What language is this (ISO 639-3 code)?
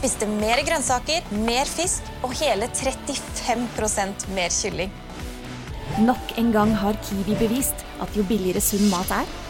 nor